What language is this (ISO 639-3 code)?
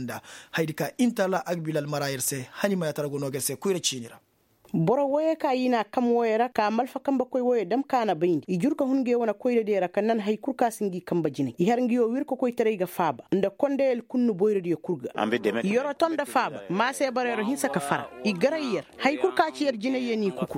ses